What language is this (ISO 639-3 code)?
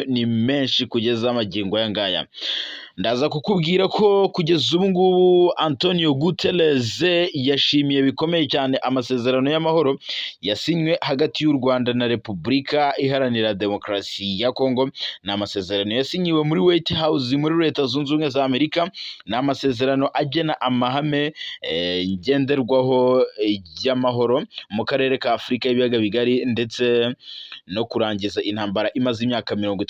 kin